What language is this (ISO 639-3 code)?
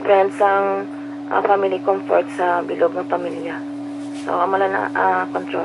hil